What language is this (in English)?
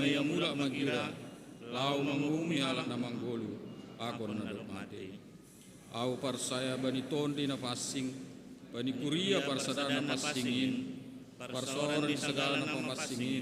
Batak Simalungun